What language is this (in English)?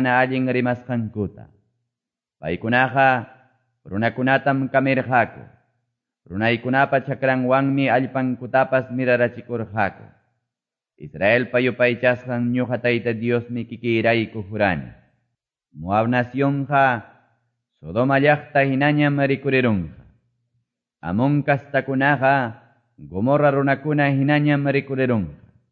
Ayacucho Quechua